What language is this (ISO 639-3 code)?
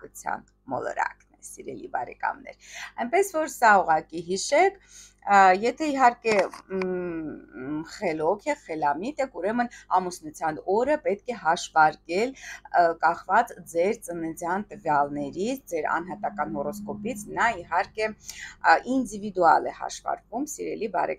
hye